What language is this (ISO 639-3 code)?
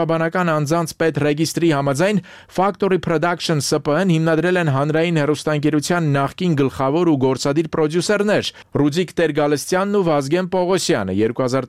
hye